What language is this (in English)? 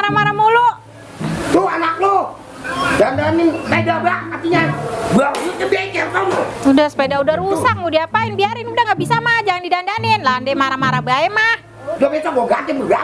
Betawi